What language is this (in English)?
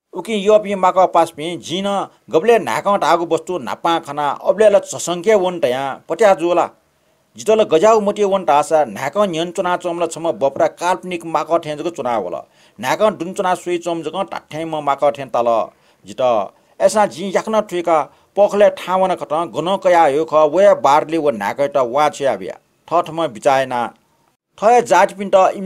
Newari